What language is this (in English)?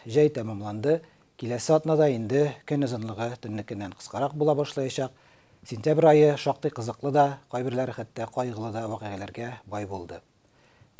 Tatar